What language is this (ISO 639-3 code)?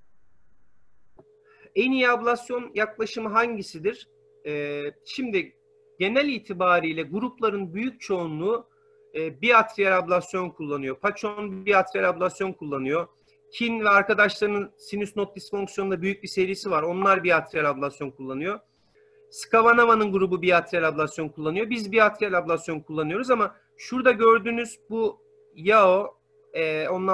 tur